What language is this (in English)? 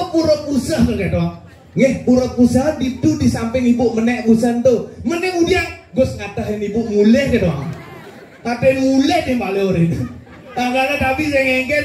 Balinese